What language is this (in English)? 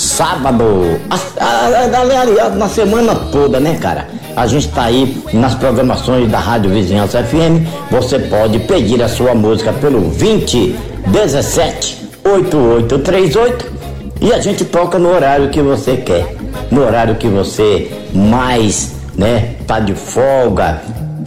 Portuguese